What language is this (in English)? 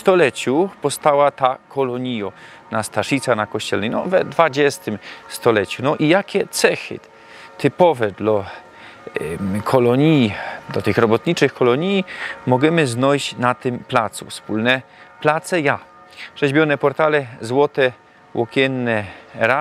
Silesian